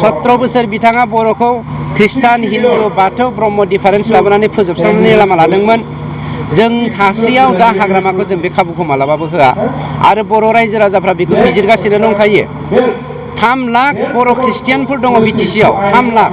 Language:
Bodo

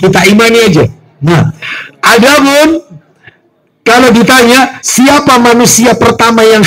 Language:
Indonesian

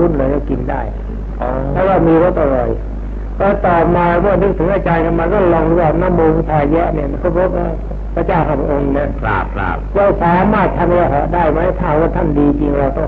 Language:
Thai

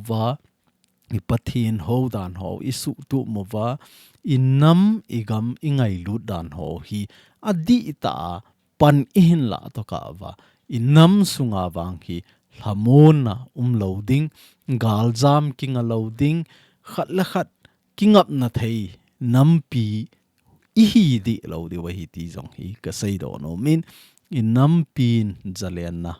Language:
Thado Chin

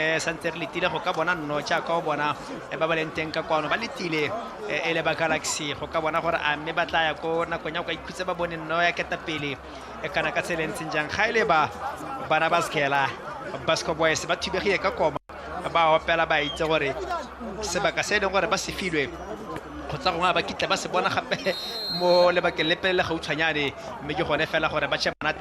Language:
Tswana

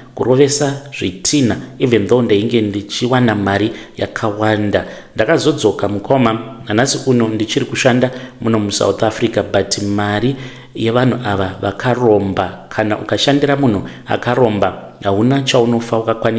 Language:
Shona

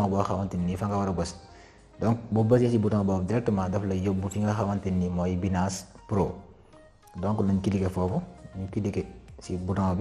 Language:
Wolof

